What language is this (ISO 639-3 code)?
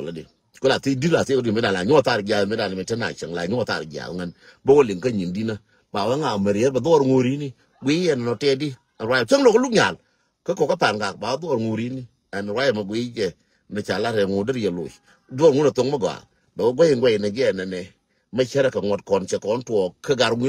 nus